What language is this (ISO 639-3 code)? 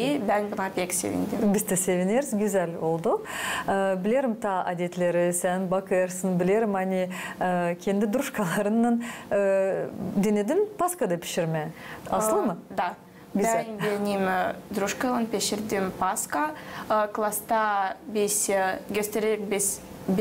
gag